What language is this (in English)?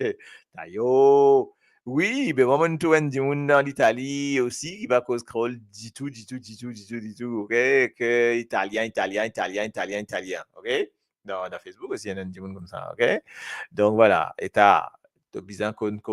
Morisyen